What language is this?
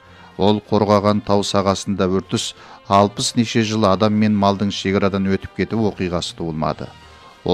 Kazakh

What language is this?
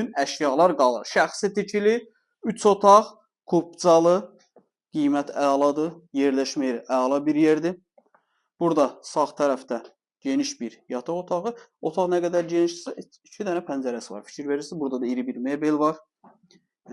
Azerbaijani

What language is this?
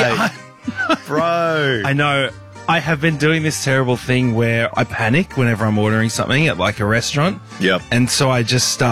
English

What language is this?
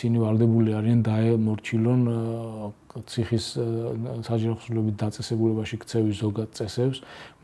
Georgian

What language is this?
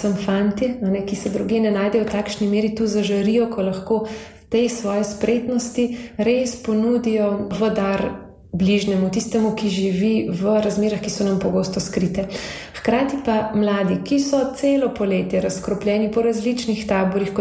Slovenian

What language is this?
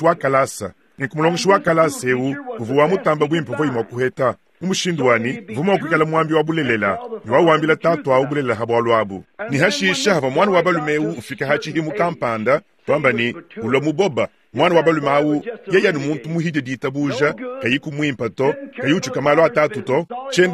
Luba-Lulua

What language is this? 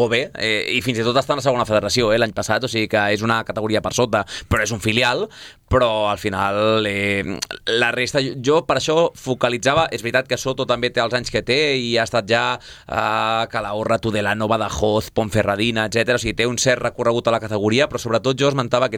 Catalan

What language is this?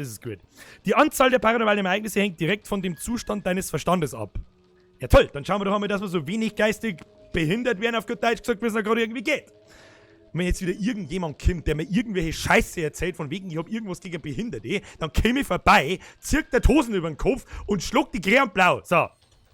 Bavarian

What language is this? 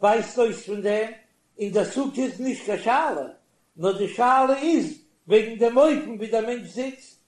Yiddish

